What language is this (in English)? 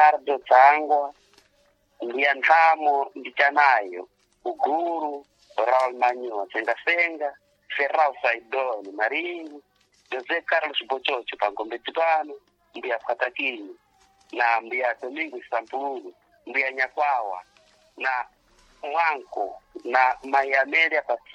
Sena